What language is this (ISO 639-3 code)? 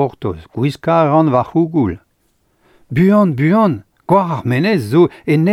bre